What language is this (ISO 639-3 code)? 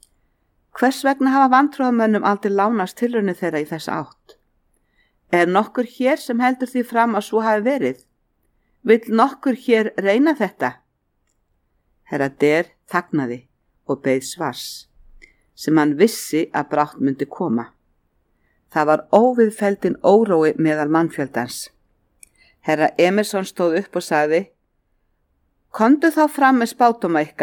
isl